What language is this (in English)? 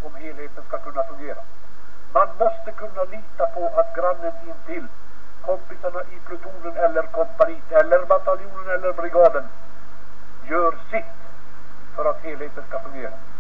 Swedish